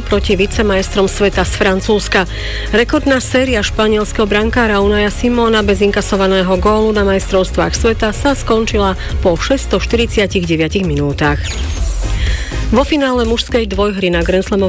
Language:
Slovak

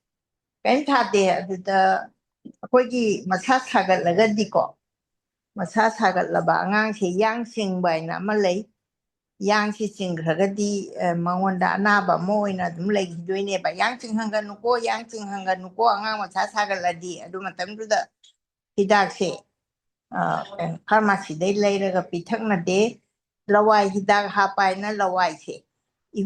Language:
Manipuri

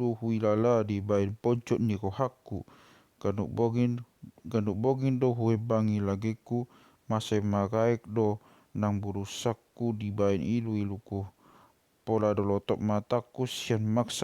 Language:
Batak Toba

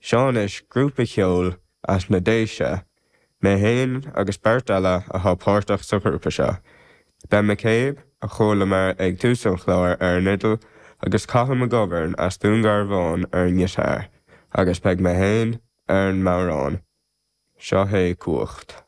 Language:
Irish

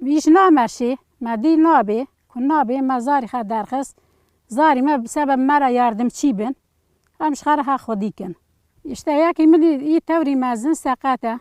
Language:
Kurdish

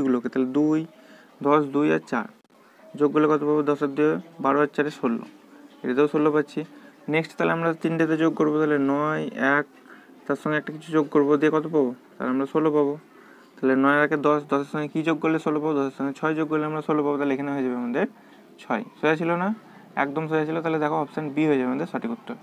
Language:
Bangla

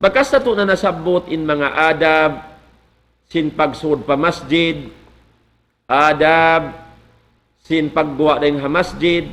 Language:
Tausug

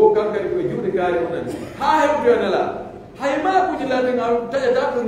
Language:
Pular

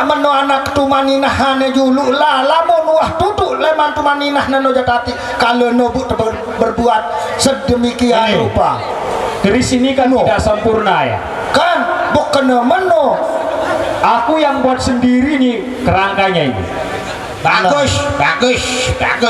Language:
Sasak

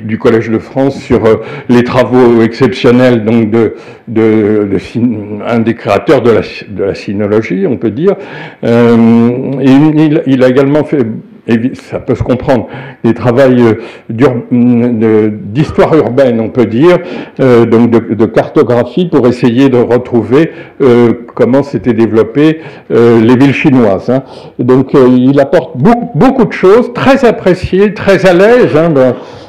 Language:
French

